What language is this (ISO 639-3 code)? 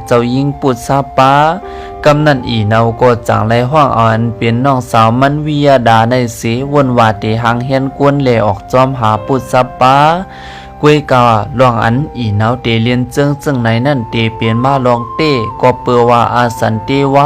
shn